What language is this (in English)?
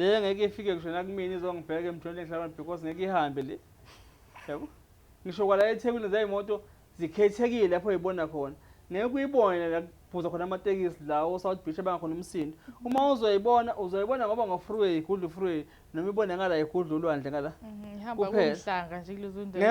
Zulu